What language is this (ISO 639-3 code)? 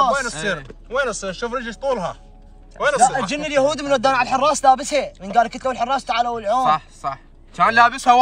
acm